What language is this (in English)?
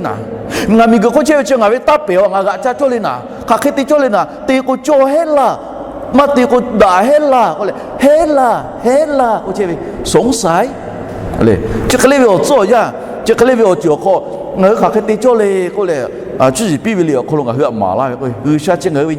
Lahu